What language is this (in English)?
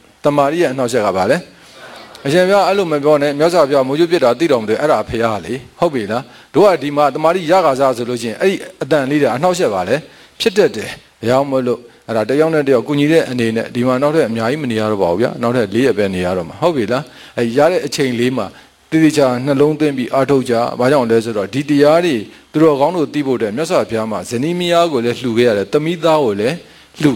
Burmese